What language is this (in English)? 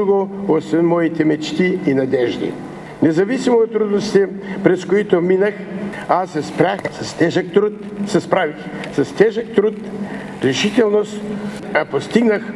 Bulgarian